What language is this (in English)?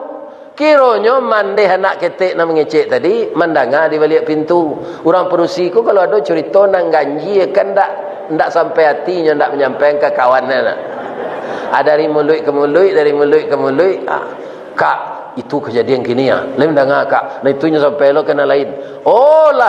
Minangkabau